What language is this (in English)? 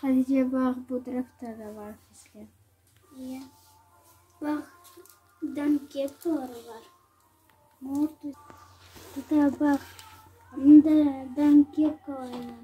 Crimean Tatar